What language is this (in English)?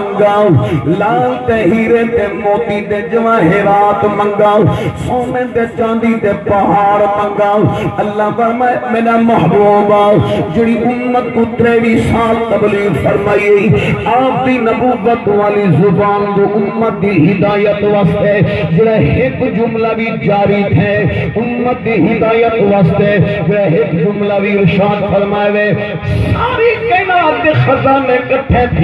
Saraiki